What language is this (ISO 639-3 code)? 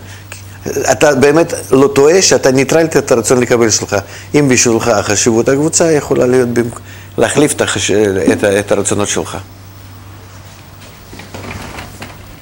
heb